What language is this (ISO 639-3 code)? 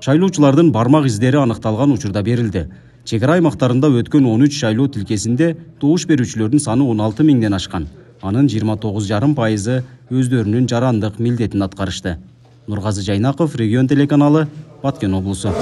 kir